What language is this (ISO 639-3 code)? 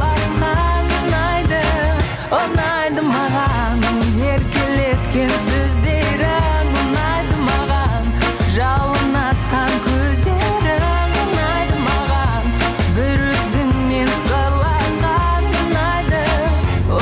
kaz